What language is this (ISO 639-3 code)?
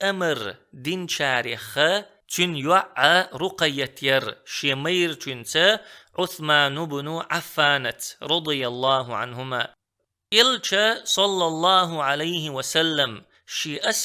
che